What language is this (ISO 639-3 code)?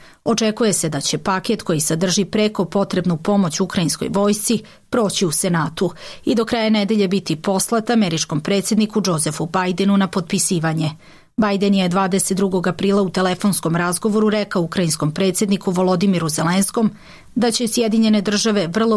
bos